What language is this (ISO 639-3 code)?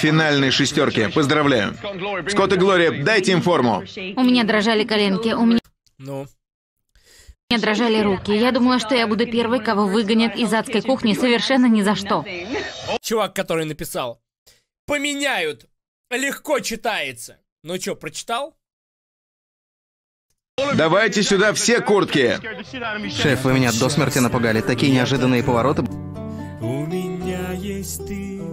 rus